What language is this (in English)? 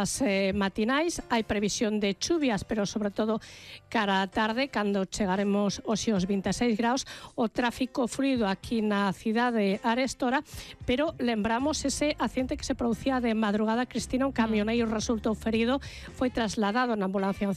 Galician